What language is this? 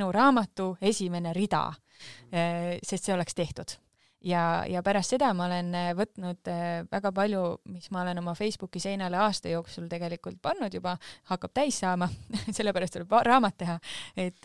Estonian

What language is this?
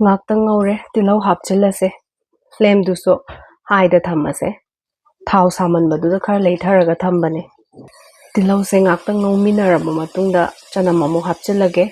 Manipuri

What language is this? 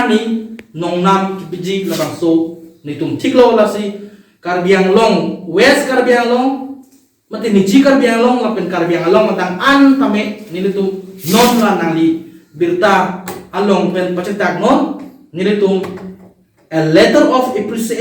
Karbi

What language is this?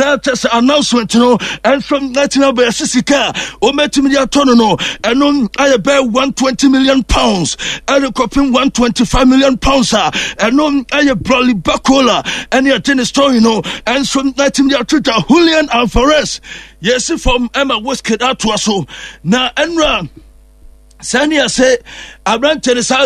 Akan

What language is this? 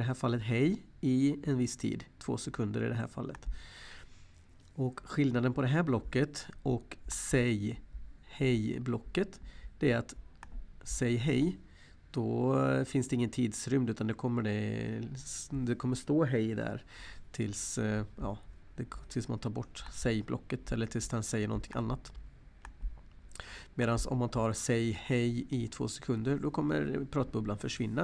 Swedish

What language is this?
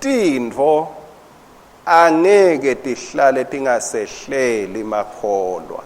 Swati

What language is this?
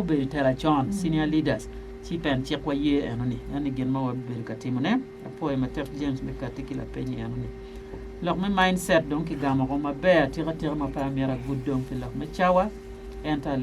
Acoli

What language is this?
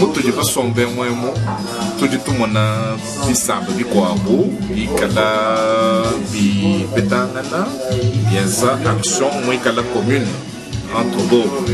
Luba-Lulua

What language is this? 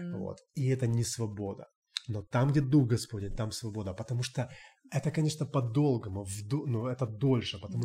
Russian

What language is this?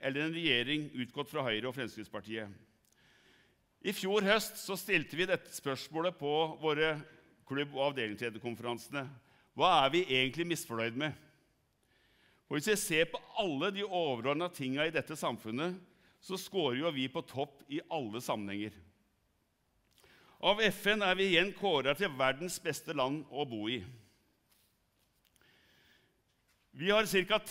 Norwegian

